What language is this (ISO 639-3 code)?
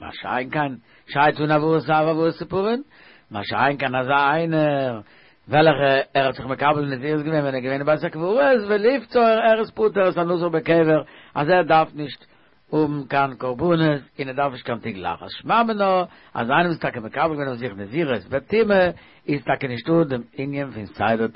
yid